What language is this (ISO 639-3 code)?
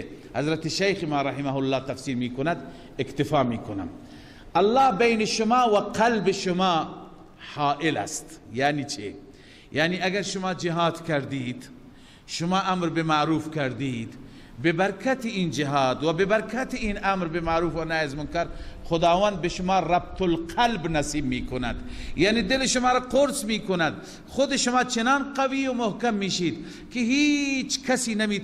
fas